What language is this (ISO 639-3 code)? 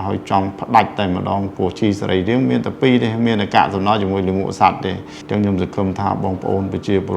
khm